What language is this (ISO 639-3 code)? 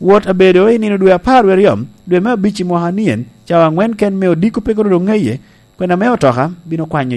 laj